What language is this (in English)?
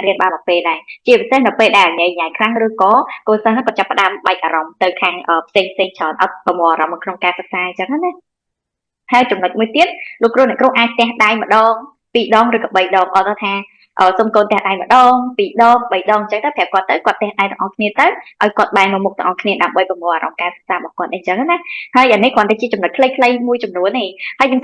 Khmer